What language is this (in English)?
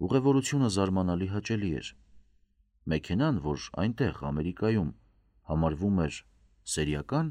Armenian